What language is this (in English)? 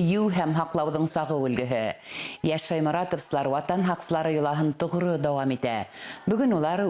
Bashkir